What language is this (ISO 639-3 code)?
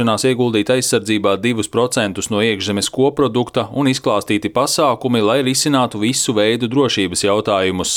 lav